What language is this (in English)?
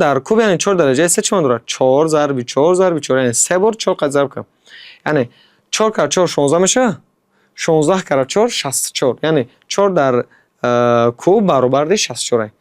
Tajik